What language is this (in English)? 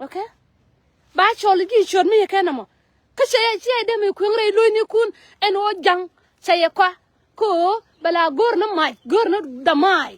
Nuer